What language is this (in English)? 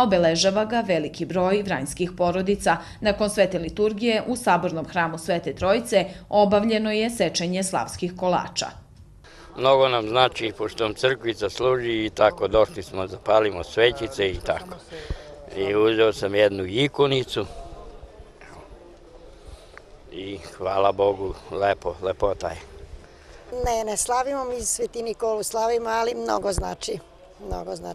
Serbian